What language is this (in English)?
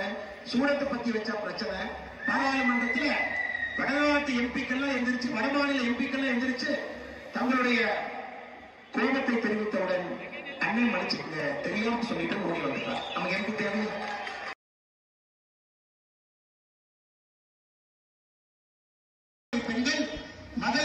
Tamil